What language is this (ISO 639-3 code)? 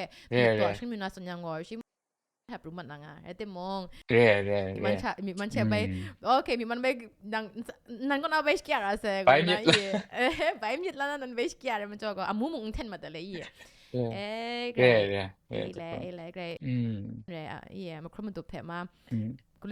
kac